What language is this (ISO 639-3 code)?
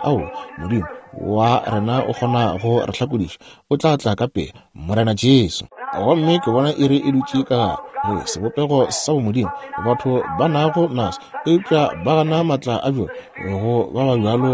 nso